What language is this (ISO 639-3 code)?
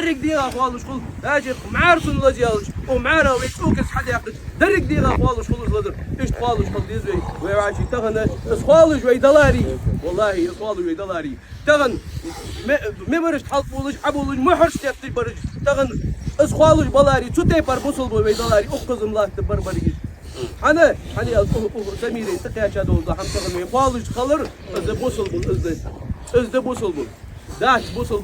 inh